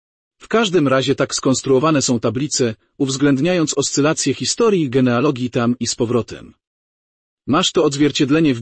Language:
Polish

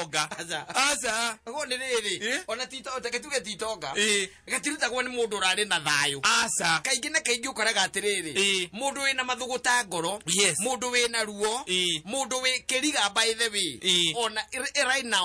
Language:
Kikuyu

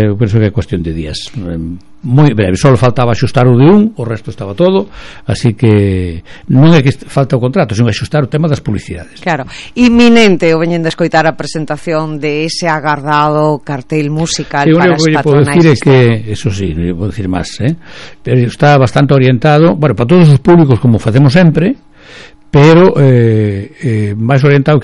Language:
Galician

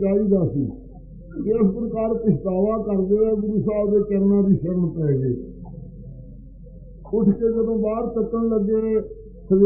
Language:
Punjabi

